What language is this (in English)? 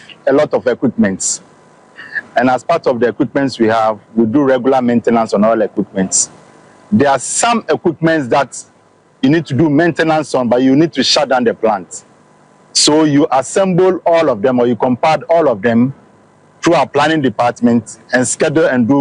Akan